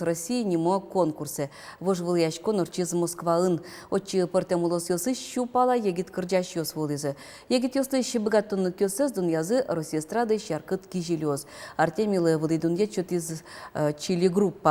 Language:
Udmurt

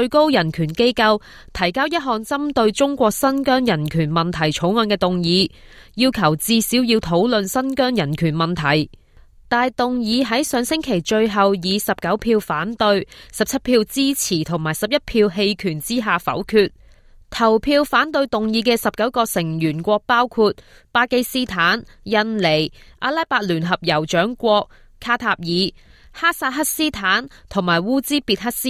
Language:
Cantonese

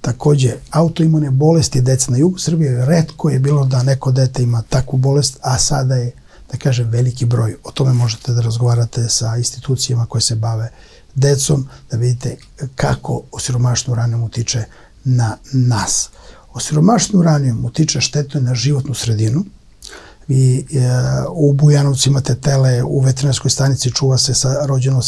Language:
Serbian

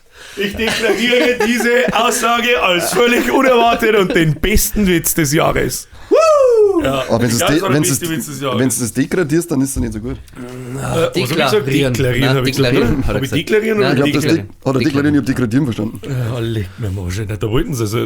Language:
Bavarian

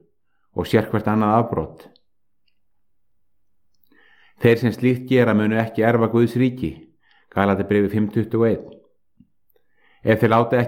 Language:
Icelandic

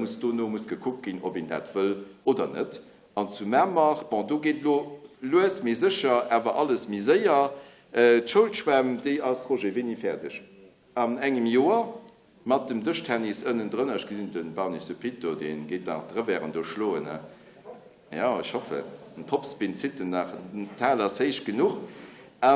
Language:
Luxembourgish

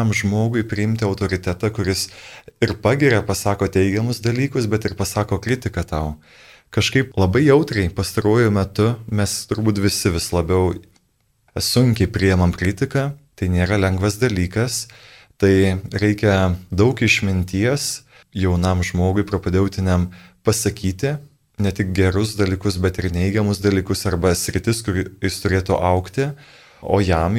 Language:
Lithuanian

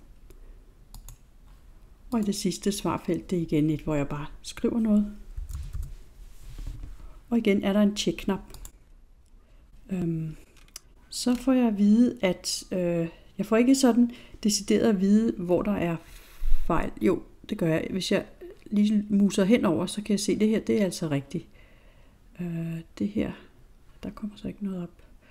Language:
Danish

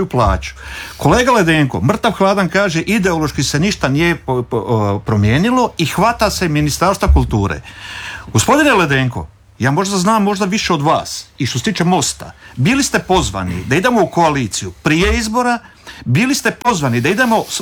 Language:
Croatian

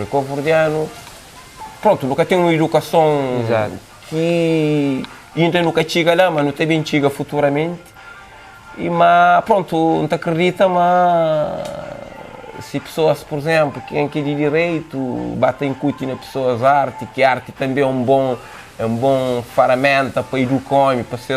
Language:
Kabuverdianu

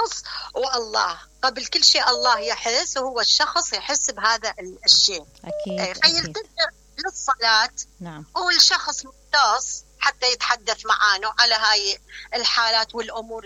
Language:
Mesopotamian Arabic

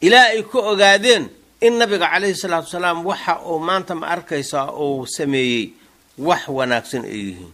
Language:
Somali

